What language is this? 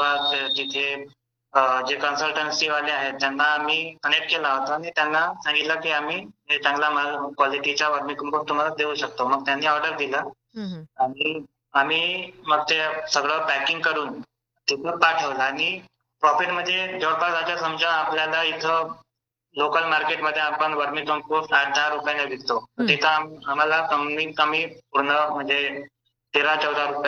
Marathi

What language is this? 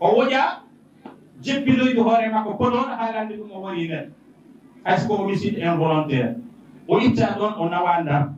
Fula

